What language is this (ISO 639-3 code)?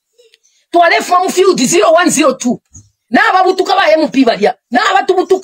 bem